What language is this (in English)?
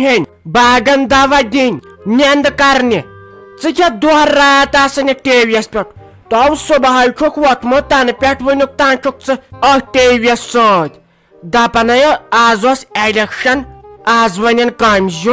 Kashmiri